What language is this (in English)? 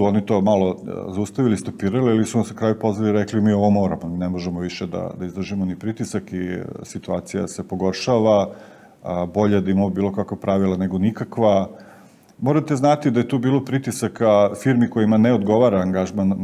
Serbian